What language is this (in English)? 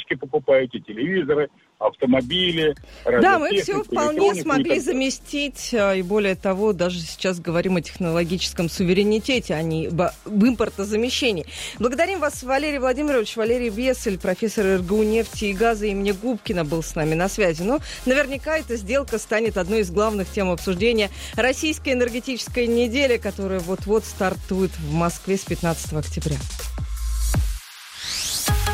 Russian